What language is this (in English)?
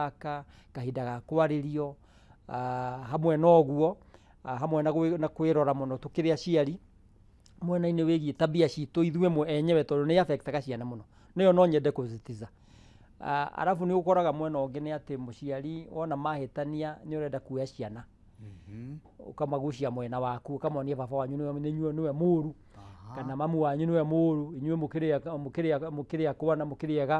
Kikuyu